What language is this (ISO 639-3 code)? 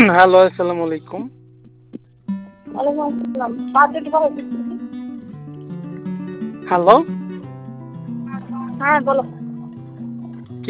ben